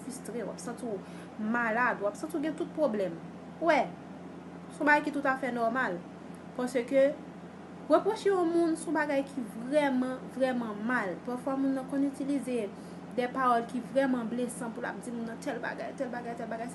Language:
Haitian Creole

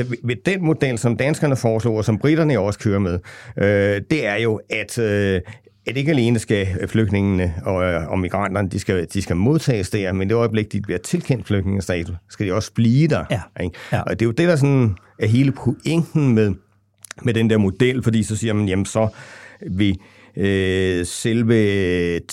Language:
Danish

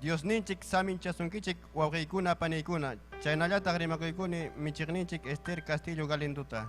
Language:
Ayacucho Quechua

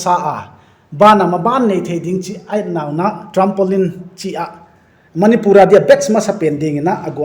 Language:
Paite Chin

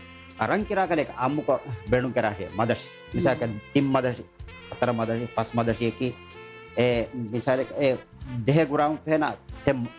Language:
Divehi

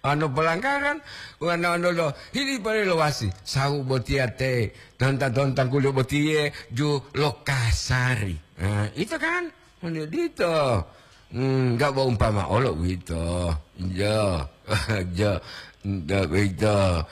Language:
Gorontalo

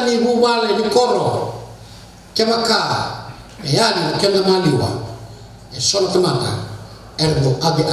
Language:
Fijian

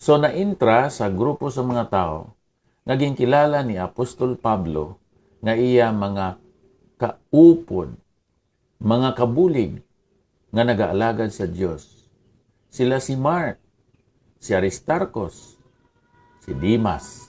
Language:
Hiligaynon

